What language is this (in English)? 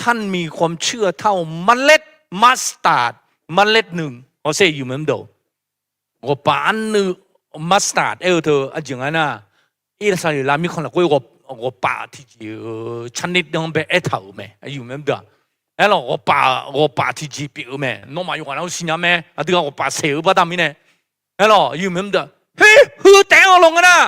Akha